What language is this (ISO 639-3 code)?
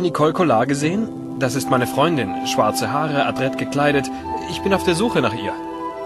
deu